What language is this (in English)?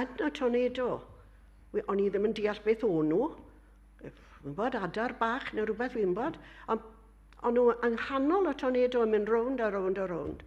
Welsh